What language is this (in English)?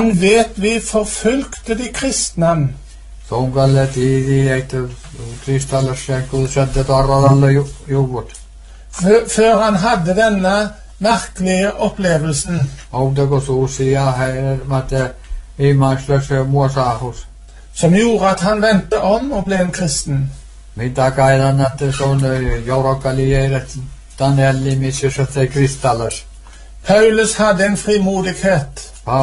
Norwegian